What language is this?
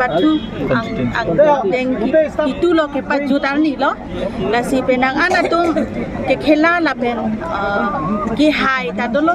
Karbi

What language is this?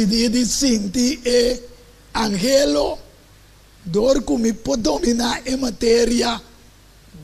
Papiamento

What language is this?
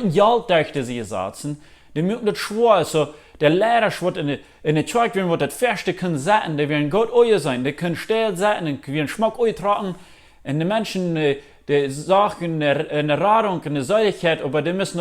Plautdietsch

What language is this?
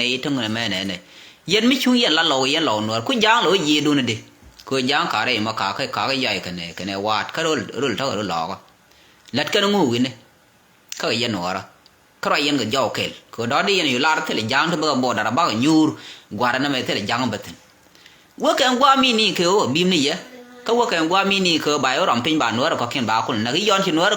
Nuer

